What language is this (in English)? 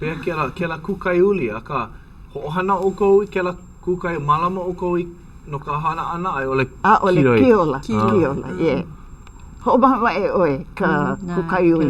Hawaiian